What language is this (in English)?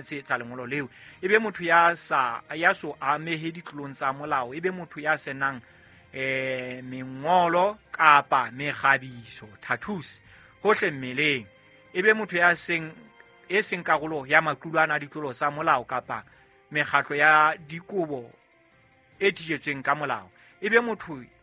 Southern Sotho